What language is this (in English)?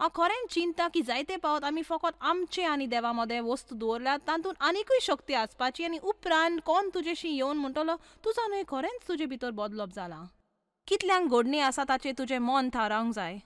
Konkani